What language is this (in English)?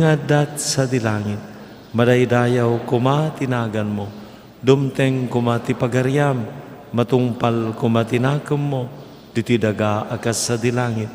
Iloko